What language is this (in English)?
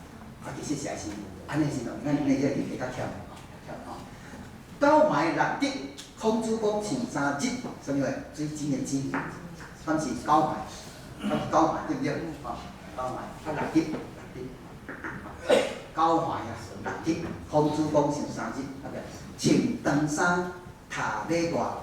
Min Nan Chinese